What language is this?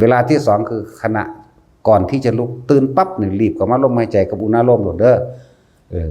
Northeastern Thai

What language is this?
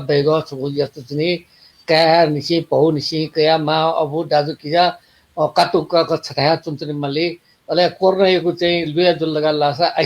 Newari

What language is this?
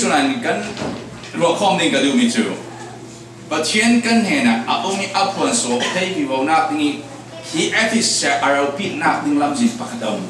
Falam Chin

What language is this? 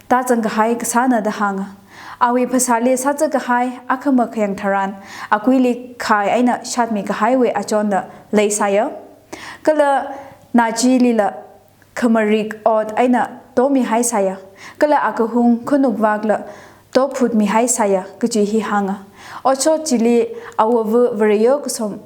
Tangkhul Naga (India)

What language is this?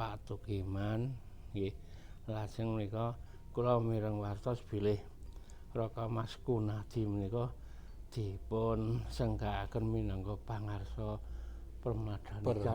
Javanese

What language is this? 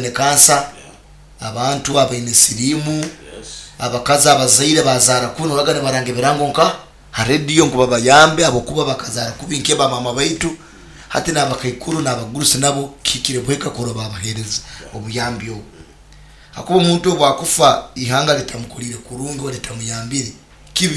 Nyoro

